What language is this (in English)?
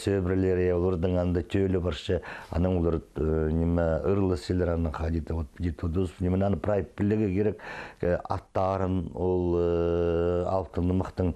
Khakas